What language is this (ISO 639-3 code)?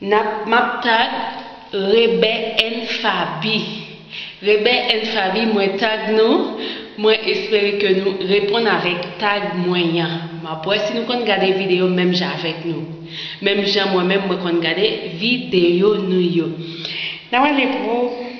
hat